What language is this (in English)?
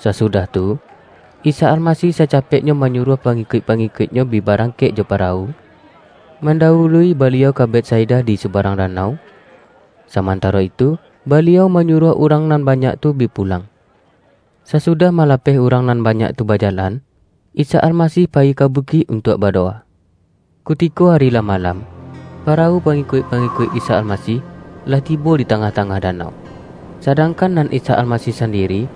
Minangkabau